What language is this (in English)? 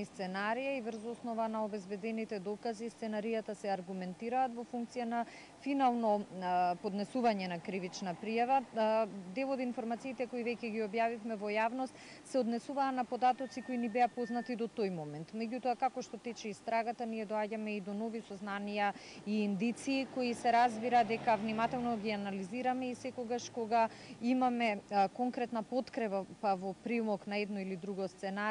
Macedonian